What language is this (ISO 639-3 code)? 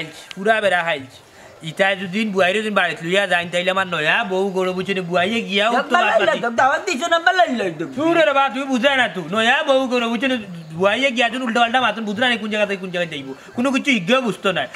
syl